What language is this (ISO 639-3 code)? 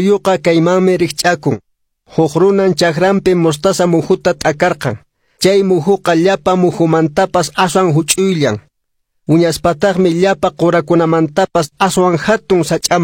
que